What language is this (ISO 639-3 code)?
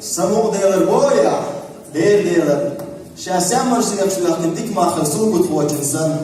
che